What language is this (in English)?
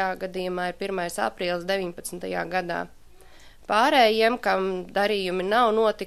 Latvian